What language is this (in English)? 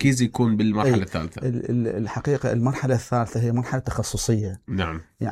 Mesopotamian Arabic